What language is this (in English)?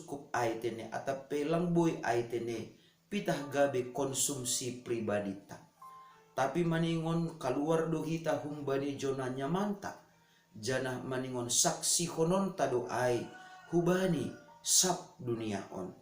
Batak Simalungun